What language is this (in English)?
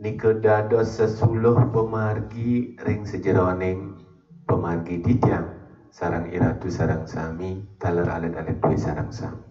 Balinese